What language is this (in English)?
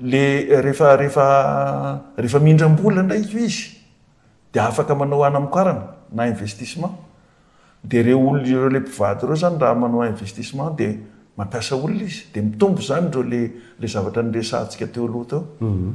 Malagasy